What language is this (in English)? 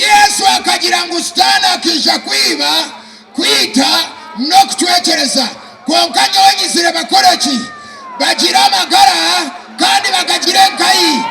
Nyankole